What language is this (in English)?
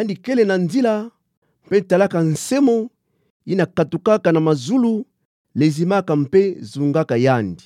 Kituba (Democratic Republic of Congo)